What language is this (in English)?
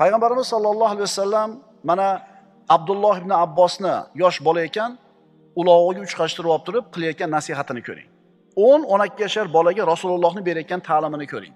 Uzbek